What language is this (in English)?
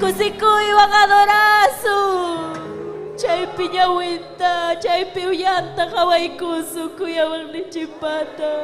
Ayacucho Quechua